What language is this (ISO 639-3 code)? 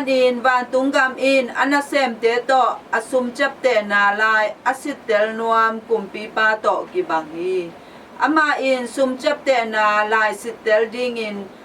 ctd